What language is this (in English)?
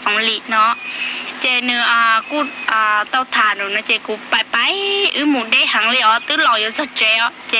Hmong